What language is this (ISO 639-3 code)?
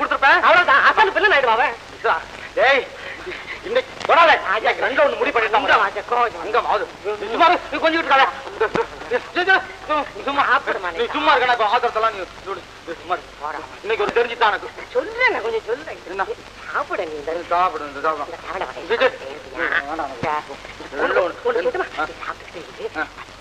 tam